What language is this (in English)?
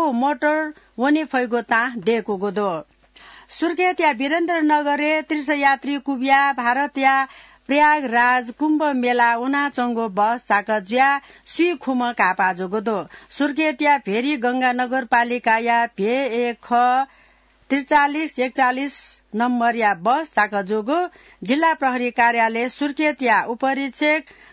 Newari